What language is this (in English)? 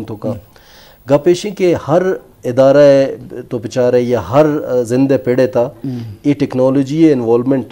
Baluchi